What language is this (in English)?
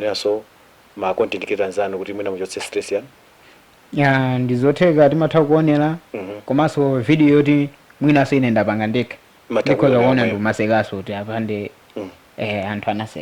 Nyanja